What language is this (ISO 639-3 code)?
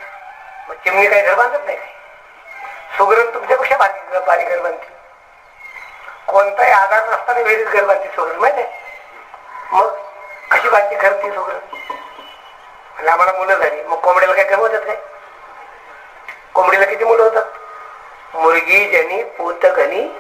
mar